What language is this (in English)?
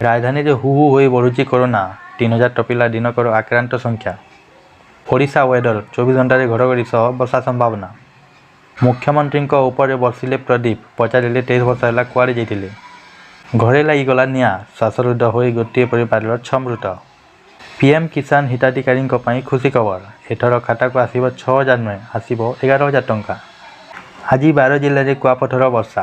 Odia